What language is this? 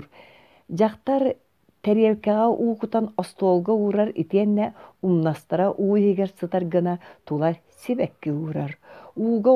Yakut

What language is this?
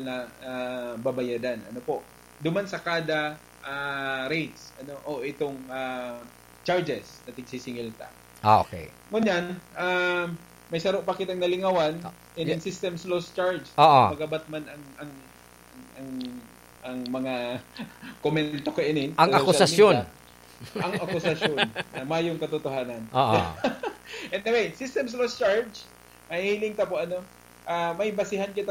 Bikol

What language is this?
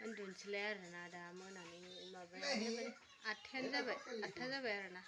Bodo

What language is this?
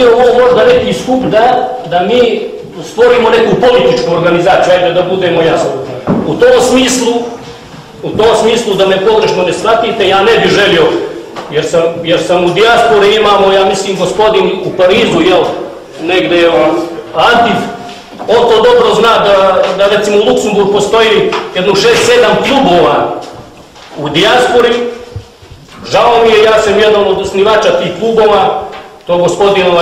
Bosnian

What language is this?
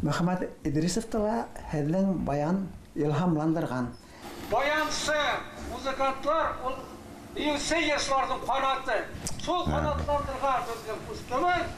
Bashkir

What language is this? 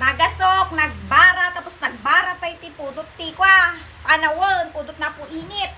Iloko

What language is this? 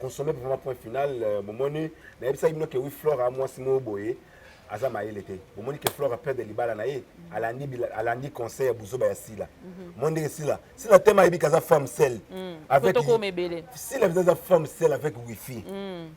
Lingala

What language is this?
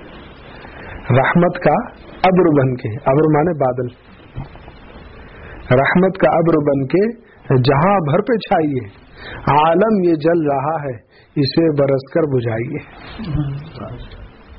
Urdu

